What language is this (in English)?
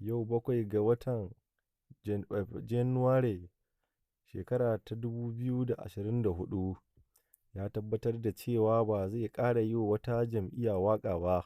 Hausa